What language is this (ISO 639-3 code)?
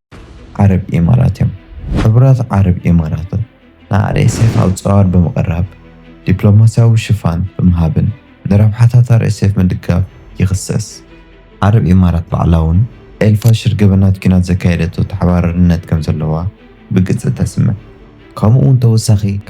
tir